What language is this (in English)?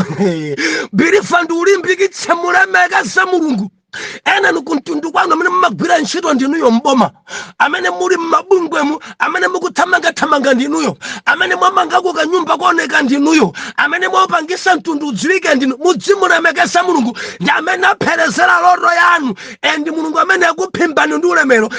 Nyanja